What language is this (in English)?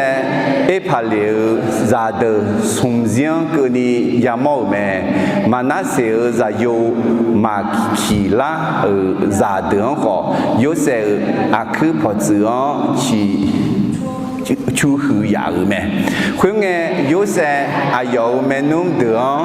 Akha